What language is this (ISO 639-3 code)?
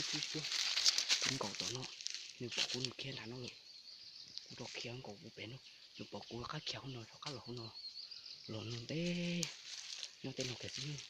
hmn